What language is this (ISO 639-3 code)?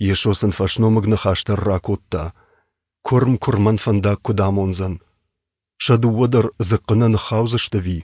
oss